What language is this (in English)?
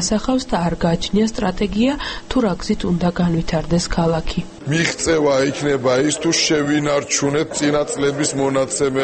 Georgian